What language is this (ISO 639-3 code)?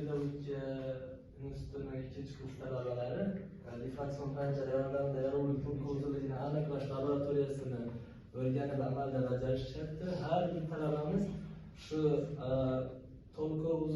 uzb